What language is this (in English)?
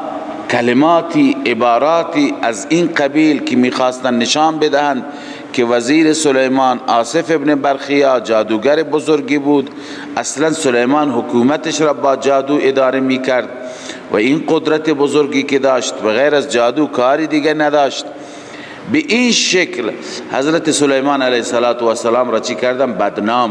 Persian